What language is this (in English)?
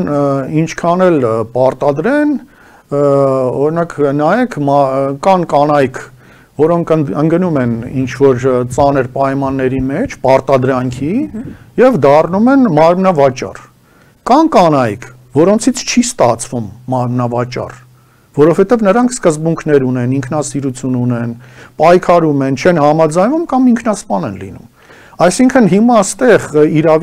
Armenian